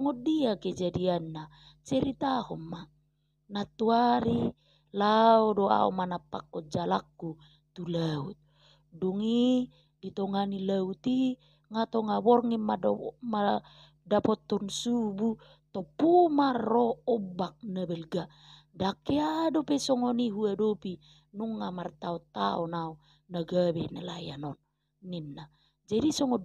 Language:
Batak Toba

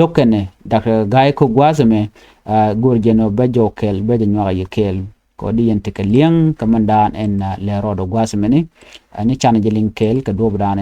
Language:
Nuer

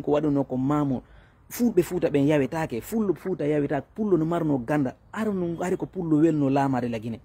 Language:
Fula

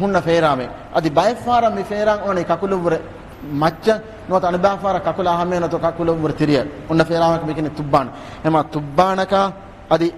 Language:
Divehi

